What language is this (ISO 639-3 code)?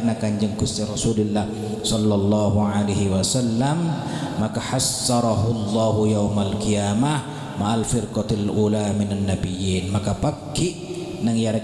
mad